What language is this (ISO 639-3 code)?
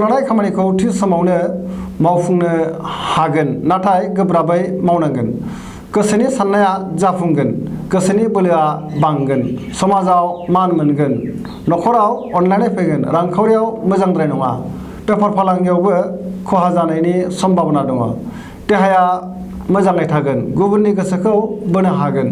brx